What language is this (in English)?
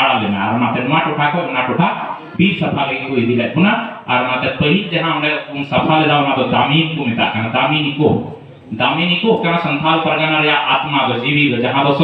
Santali